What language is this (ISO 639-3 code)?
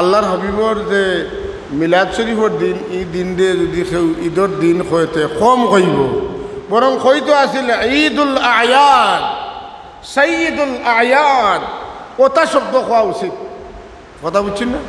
syl